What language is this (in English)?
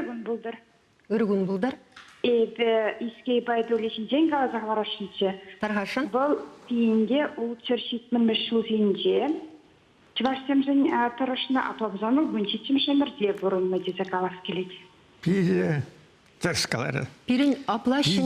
Chuvash